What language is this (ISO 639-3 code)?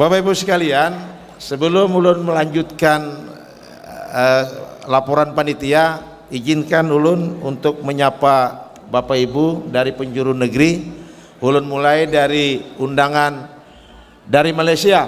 bjn